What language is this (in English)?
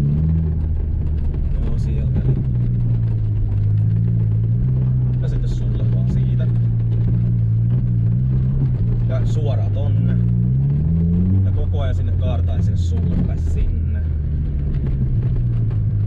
Finnish